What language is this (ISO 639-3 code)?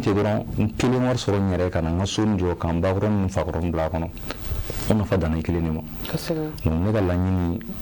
bam